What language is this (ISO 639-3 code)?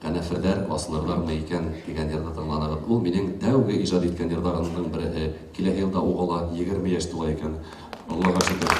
bak